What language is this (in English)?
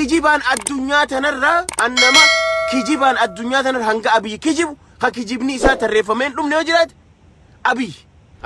Oromo